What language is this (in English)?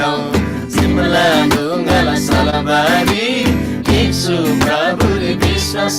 Eastern Tamang